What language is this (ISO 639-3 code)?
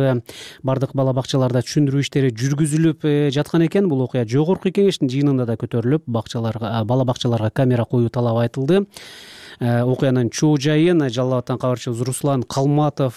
kir